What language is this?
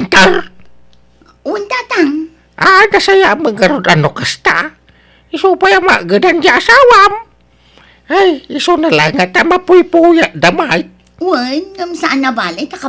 Iloko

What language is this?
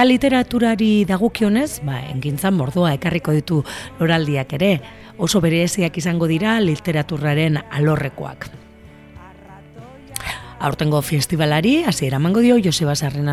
Basque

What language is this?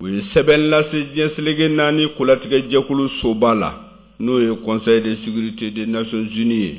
Bambara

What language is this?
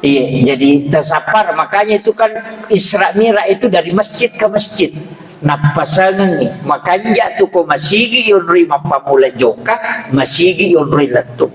Buginese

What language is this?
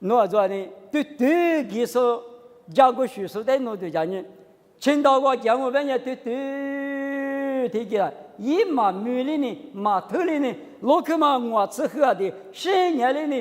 Lisu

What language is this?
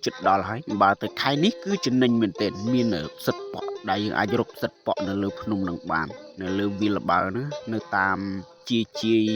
Khmer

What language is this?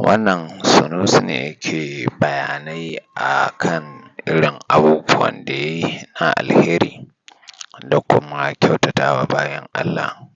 Hausa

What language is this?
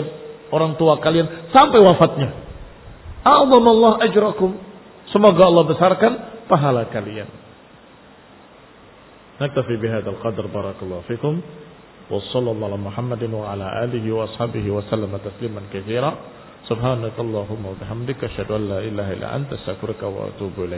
Indonesian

